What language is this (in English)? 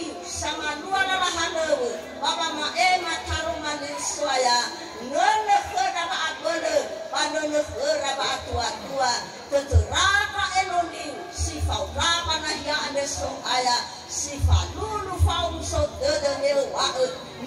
Nias